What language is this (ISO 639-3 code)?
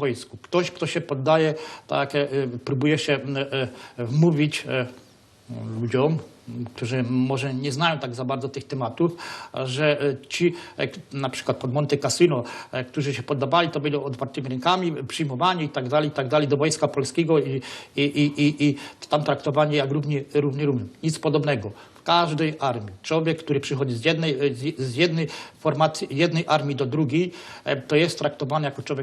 szl